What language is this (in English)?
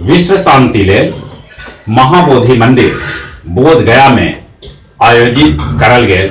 Magahi